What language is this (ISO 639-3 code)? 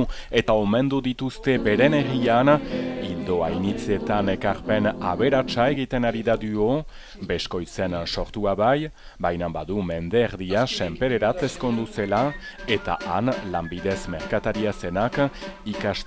eus